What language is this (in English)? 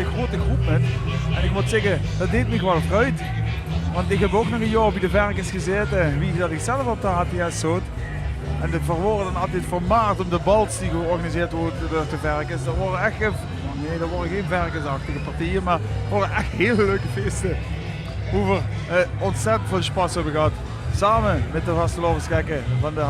Limburgish